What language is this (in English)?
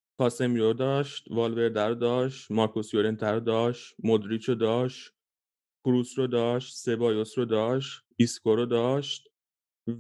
Persian